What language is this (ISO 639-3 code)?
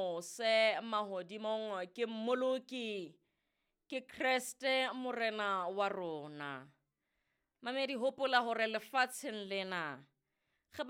sot